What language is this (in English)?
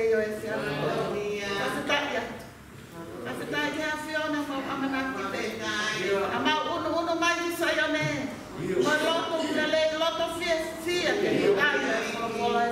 Tongan